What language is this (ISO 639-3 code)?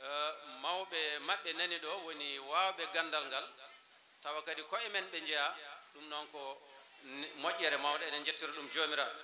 ful